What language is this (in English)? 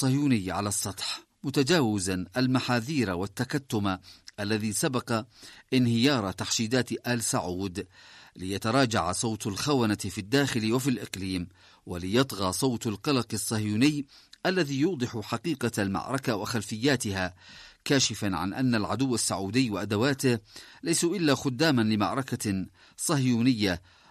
Arabic